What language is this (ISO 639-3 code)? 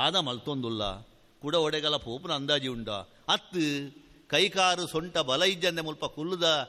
tcy